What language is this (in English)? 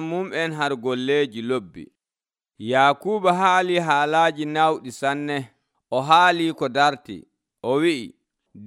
Nigerian Fulfulde